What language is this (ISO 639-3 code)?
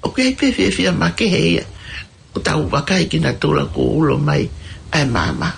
ton